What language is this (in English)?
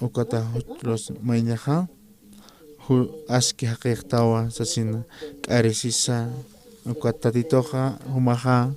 Aymara